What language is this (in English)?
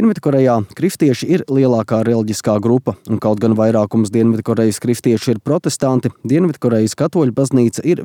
Latvian